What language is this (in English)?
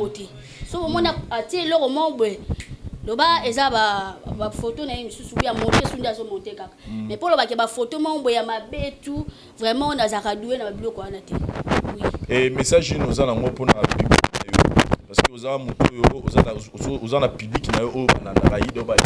Lingala